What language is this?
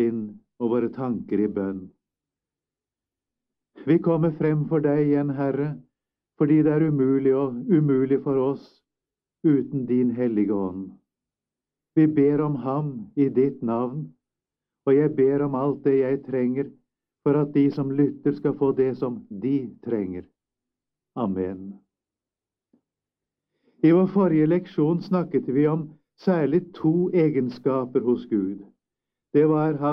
Norwegian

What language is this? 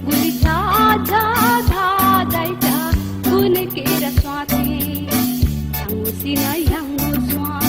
Newari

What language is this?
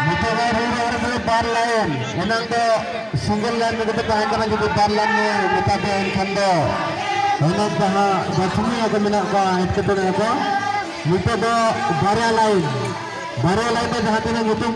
Santali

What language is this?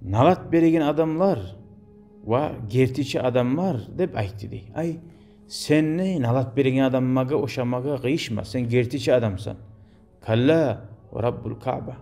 Kumyk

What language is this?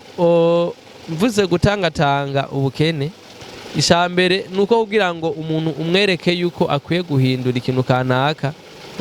Rundi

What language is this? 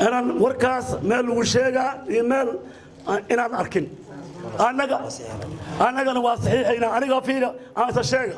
Somali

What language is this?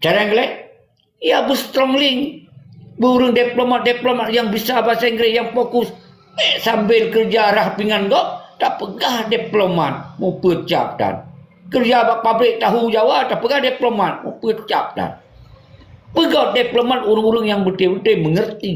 Achinese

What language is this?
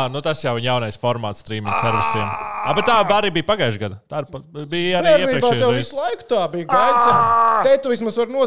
Latvian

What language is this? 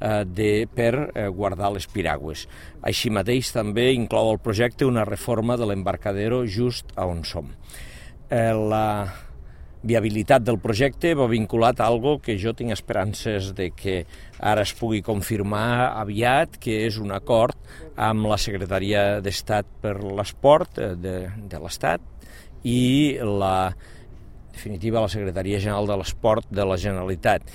Catalan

